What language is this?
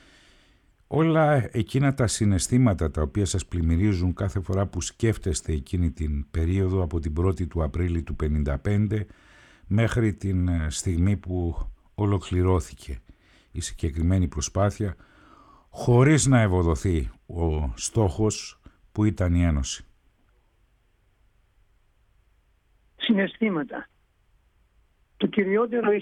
Greek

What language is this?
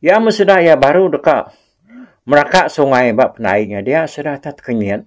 Iban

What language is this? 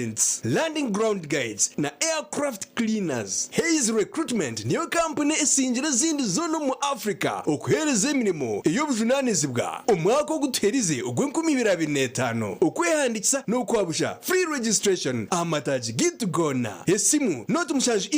Nyankole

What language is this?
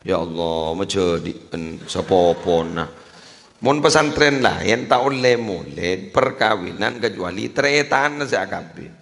Madurese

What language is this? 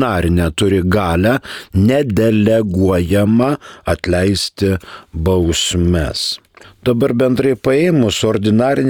Lithuanian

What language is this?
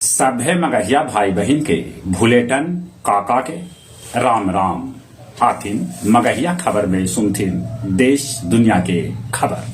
Magahi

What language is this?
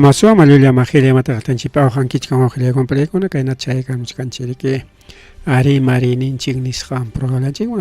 Ayacucho Quechua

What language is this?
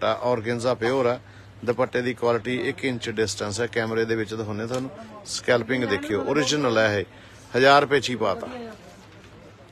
Punjabi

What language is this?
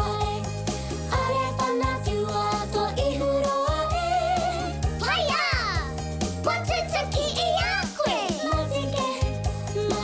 Māori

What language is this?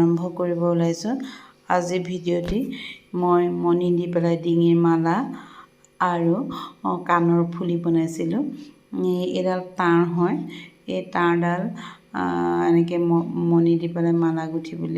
Assamese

